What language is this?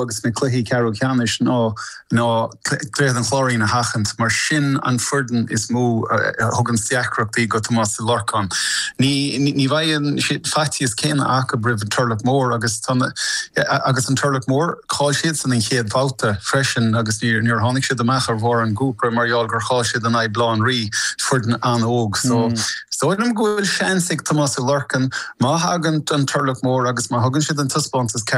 Irish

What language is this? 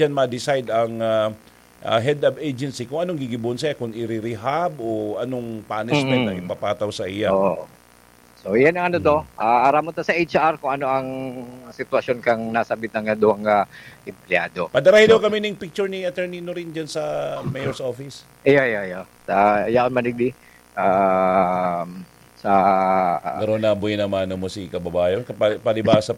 Bikol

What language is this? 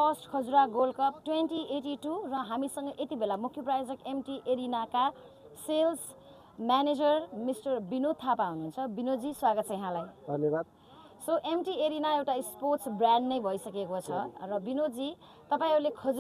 Nepali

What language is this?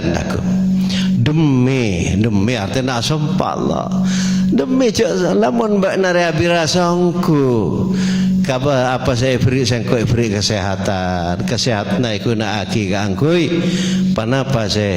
Madurese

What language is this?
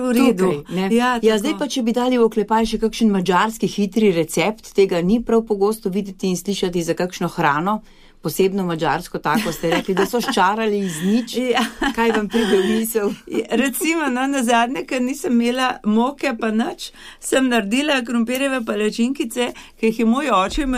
Slovenian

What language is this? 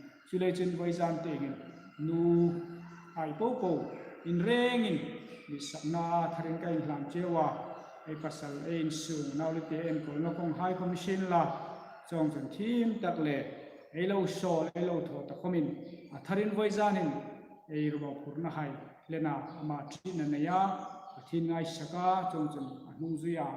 Hmar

